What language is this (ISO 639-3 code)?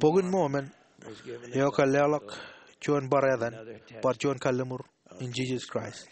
mah